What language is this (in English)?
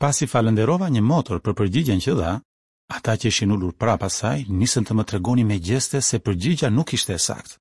Albanian